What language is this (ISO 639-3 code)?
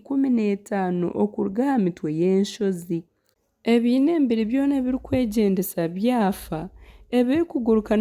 nyn